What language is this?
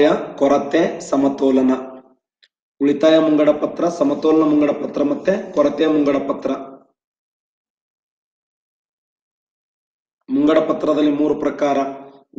Kannada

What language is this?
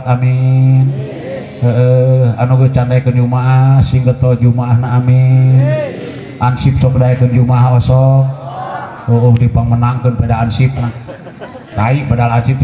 Sundanese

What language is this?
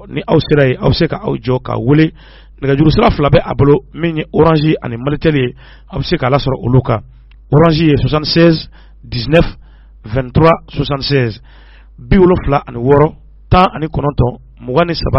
Bambara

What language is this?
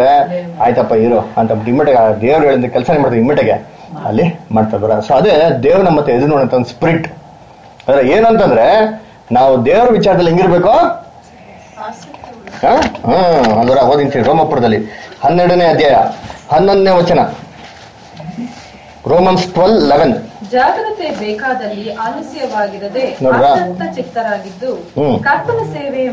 Kannada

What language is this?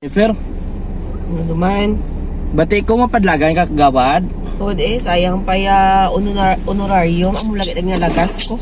Hiligaynon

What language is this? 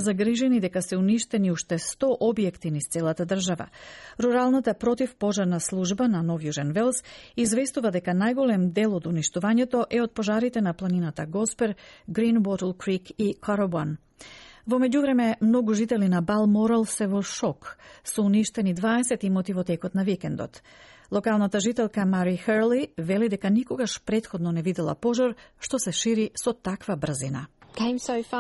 Macedonian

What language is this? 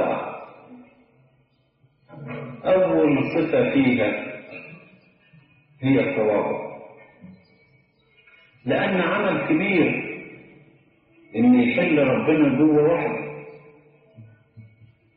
Egyptian Arabic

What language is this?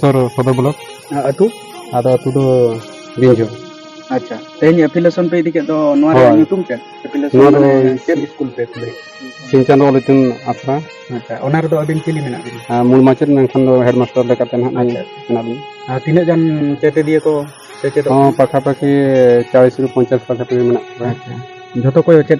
Santali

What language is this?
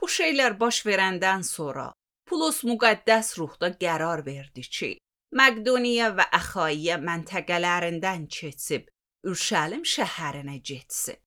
Azerbaijani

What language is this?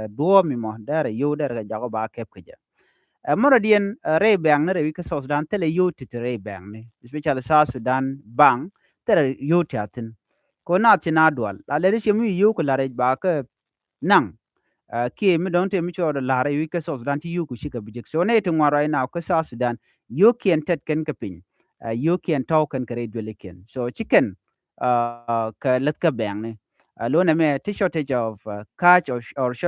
Nuer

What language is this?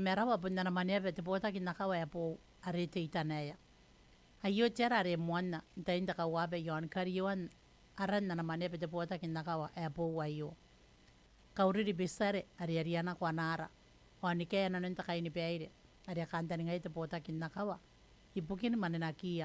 Gilbertese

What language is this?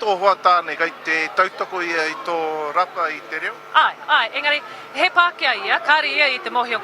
Māori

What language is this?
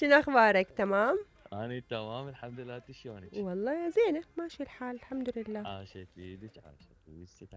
Mesopotamian Arabic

